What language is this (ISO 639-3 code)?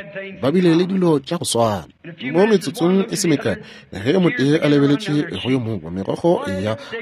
nso